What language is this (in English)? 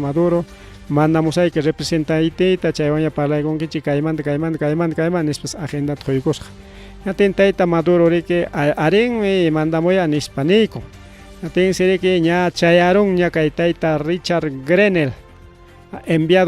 Ayacucho Quechua